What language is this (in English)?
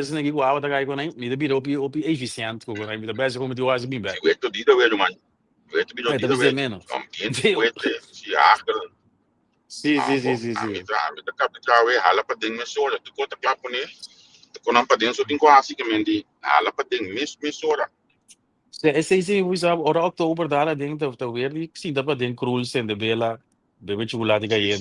Papiamento